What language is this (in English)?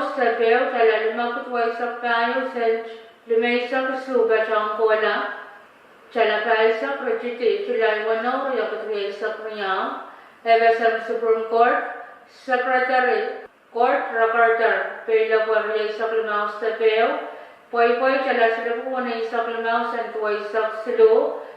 Pohnpeian